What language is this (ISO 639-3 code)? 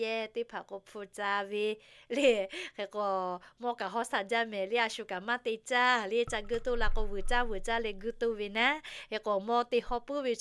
lhu